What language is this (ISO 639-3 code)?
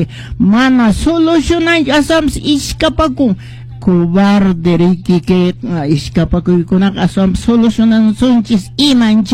que